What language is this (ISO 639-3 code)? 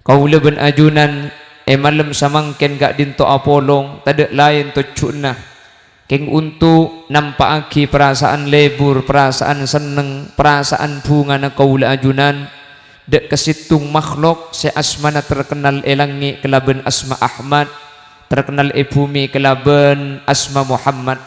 mad